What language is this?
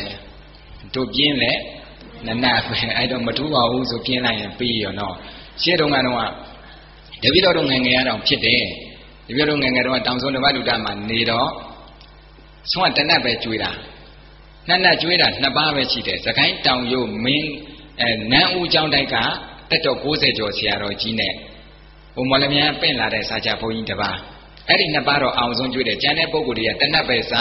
Burmese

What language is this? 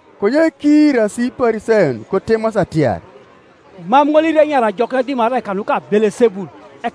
Teso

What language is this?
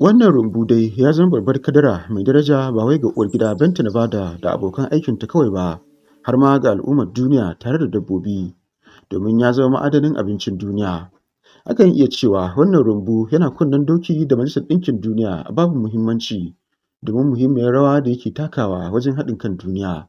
Hausa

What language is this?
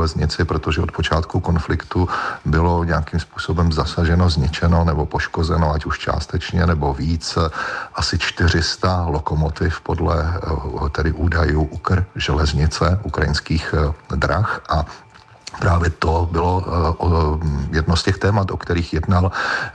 Czech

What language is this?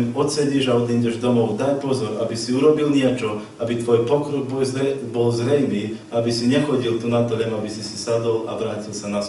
Slovak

